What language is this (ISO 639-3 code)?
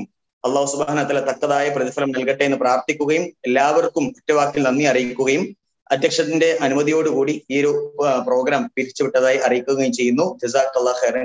mal